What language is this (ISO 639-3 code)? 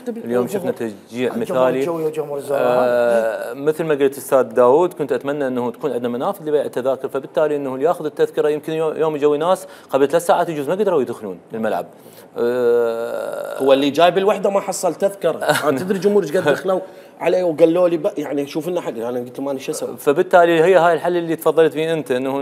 acm